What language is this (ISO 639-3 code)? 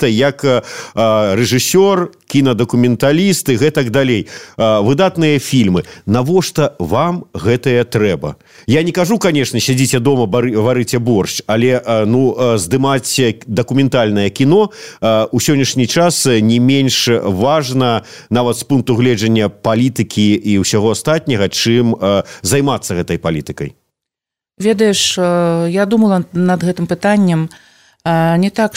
bel